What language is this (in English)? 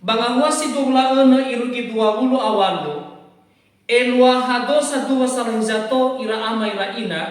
Nias